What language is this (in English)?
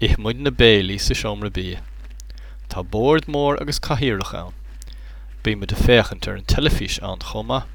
Irish